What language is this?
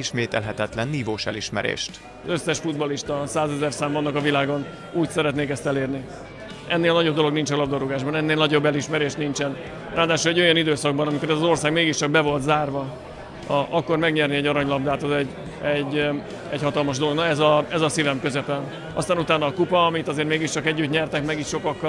Hungarian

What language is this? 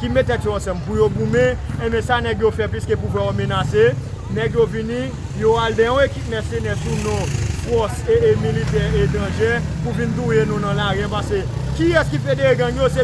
Haitian Creole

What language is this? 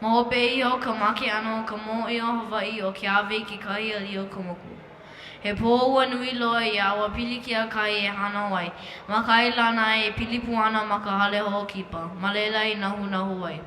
Hawaiian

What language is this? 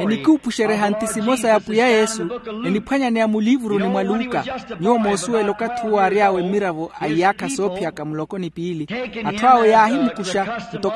Makhuwa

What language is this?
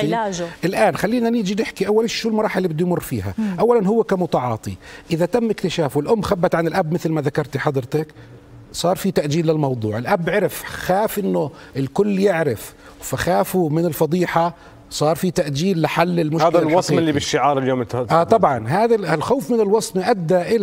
South Levantine Arabic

